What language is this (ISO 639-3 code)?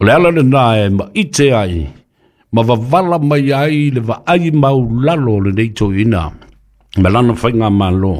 smo